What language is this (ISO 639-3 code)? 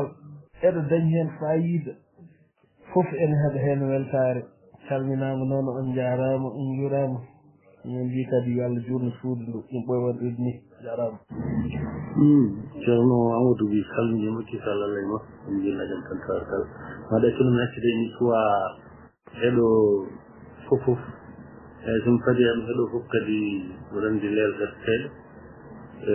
ful